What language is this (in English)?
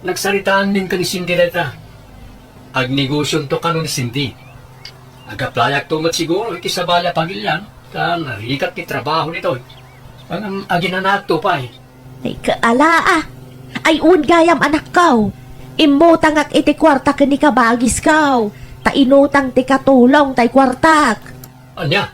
Iloko